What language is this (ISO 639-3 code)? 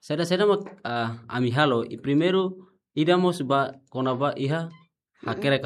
tet